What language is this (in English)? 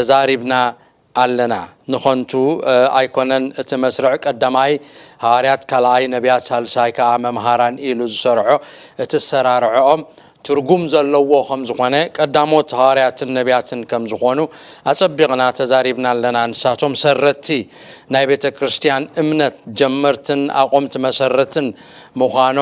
Tigrinya